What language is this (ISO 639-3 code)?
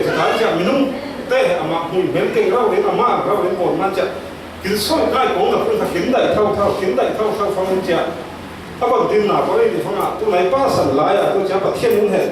cfm